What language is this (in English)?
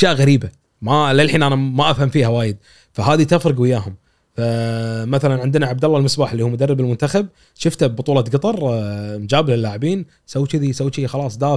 Gulf Arabic